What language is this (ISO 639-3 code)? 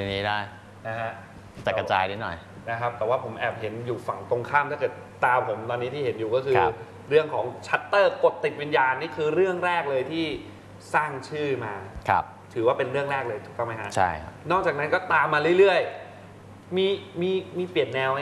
tha